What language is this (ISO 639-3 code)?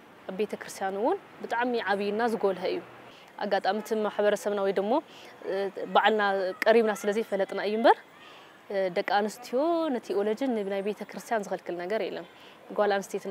tir